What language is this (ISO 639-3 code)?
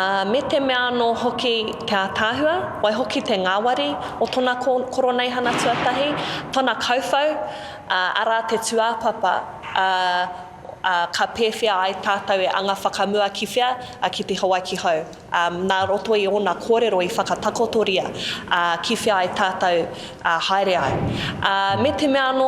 mri